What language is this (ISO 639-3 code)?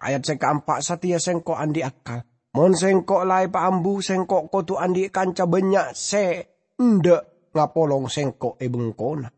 mad